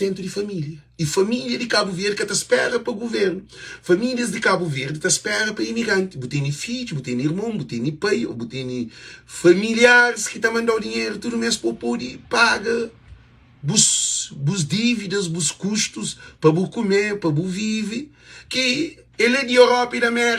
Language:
Kabuverdianu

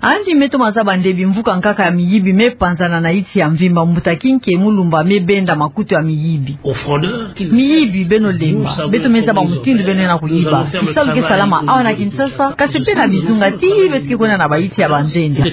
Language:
Kituba (Democratic Republic of Congo)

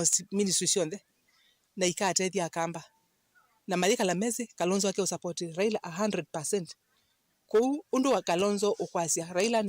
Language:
Kamba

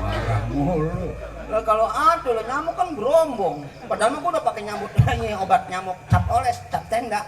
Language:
Betawi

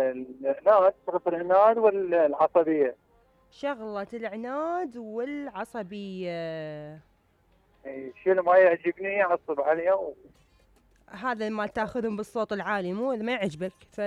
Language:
Mesopotamian Arabic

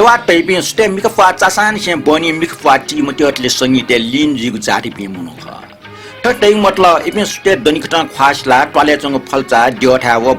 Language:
Newari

